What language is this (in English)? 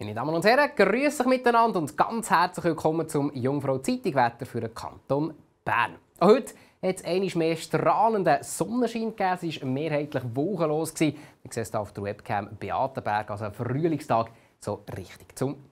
Swiss German